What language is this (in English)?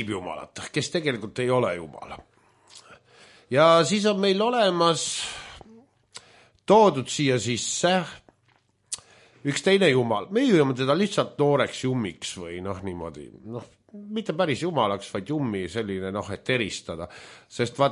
Estonian